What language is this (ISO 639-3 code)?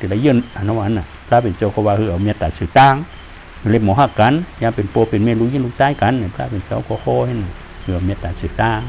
shn